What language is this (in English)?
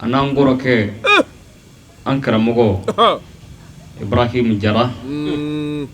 Bambara